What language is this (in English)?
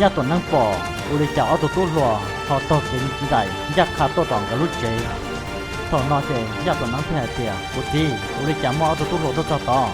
Hmong